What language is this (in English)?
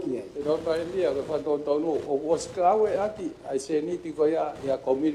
Tongan